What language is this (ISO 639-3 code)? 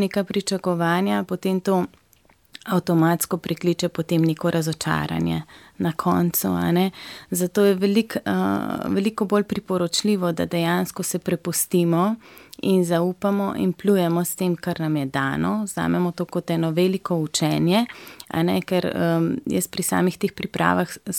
slv